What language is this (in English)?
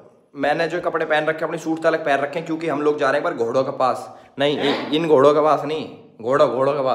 Hindi